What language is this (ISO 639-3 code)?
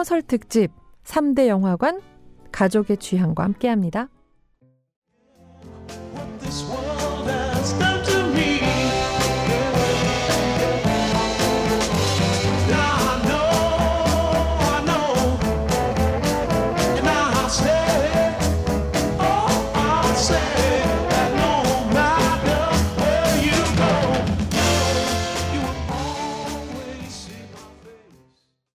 kor